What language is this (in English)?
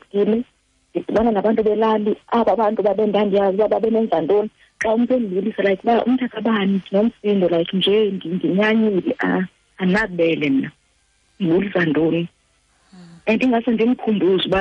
Xhosa